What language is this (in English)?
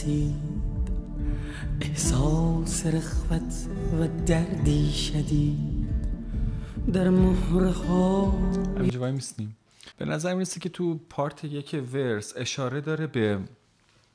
Persian